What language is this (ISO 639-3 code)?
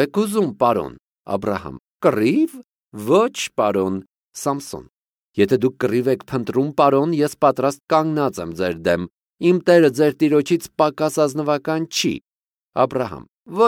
hye